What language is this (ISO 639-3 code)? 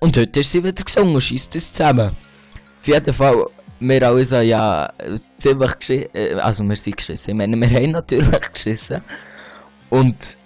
gsw